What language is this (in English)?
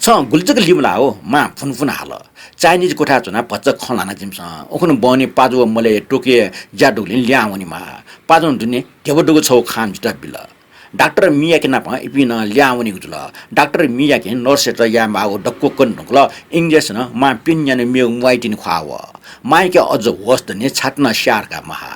Newari